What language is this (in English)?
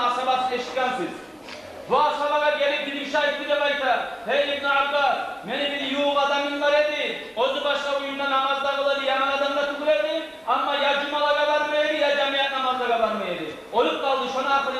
Kumyk